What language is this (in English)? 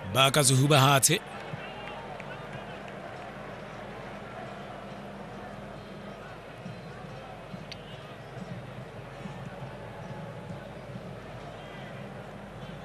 Tswana